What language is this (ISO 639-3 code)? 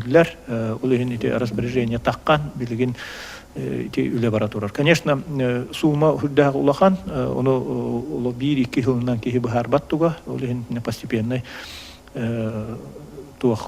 sah